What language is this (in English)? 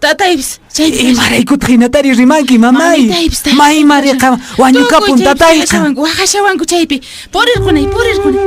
Quechua